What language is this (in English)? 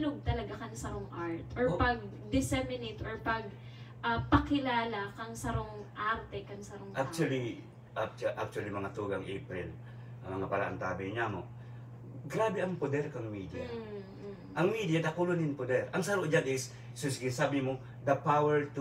Bikol